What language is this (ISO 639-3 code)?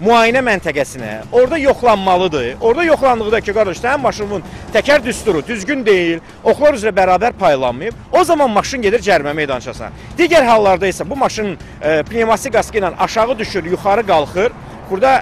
aze